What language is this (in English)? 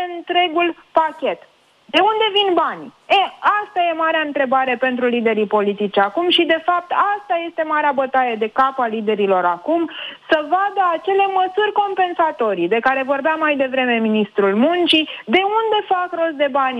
Romanian